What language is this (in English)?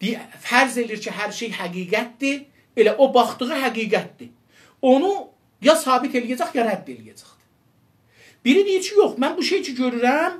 South Azerbaijani